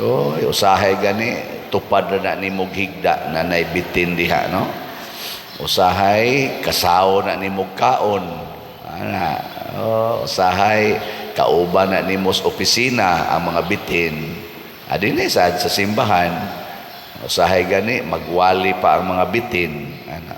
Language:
Cebuano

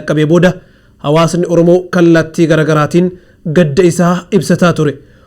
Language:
Oromo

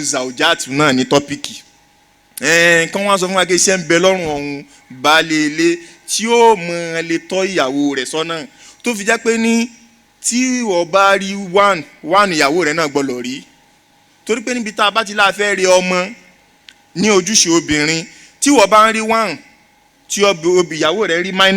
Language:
Yoruba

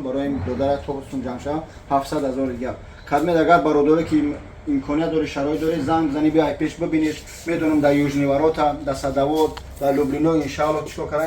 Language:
Tajik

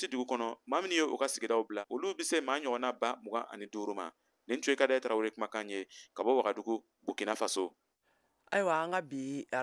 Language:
Bambara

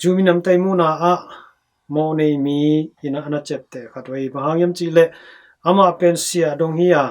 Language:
Tedim Chin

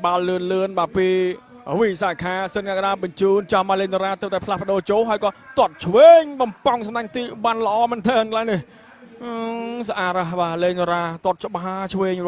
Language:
Khmer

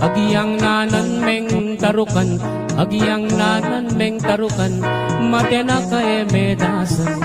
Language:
Pampanga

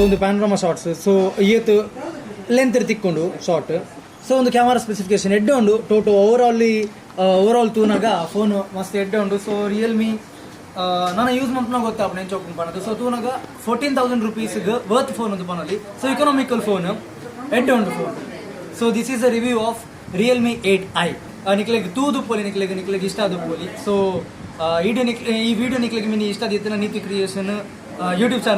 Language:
Tulu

